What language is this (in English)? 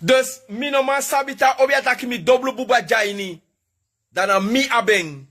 Sranan Tongo